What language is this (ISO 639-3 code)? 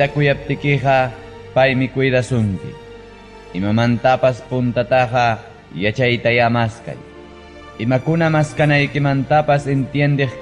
quy